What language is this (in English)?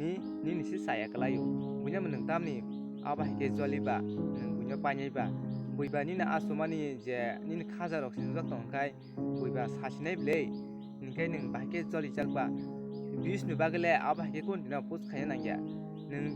Kok Borok